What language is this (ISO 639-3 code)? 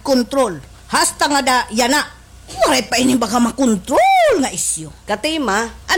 war